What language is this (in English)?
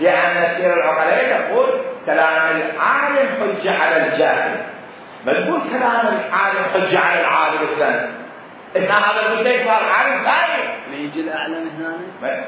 Mesopotamian Arabic